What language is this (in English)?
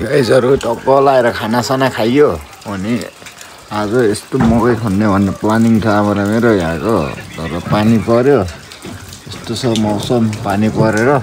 Nepali